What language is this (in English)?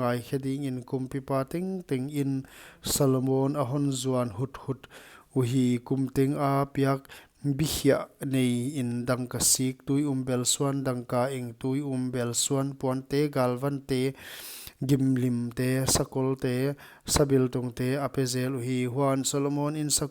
Paite Chin